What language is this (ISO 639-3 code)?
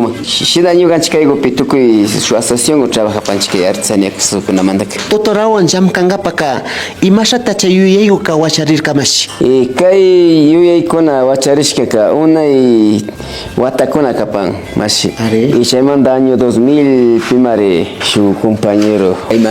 qvi